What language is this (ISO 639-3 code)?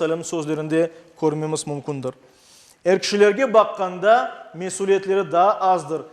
crh